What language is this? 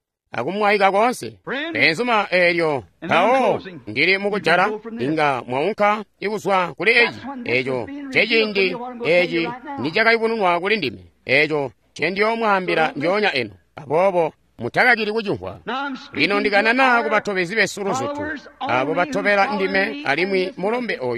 Tonga (Zambia)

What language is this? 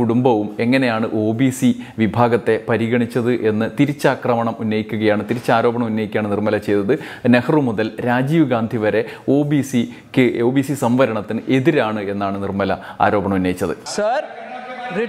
Malayalam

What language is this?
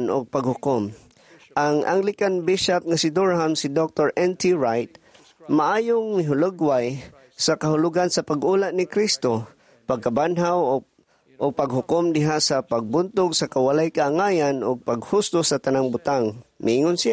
Cebuano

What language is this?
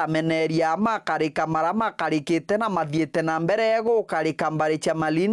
Meru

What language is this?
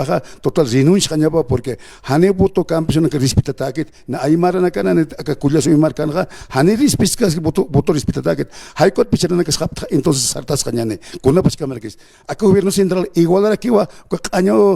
Aymara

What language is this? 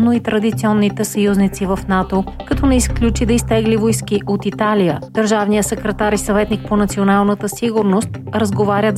Bulgarian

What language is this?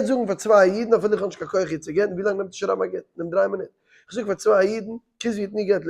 Yiddish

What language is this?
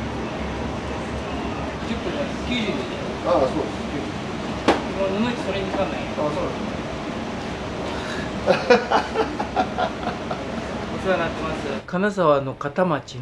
Japanese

